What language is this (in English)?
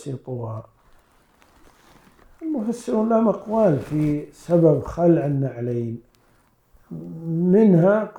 Arabic